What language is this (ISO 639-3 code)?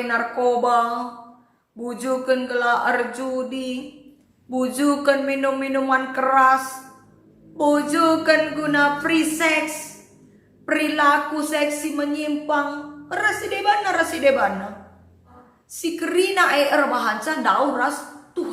btx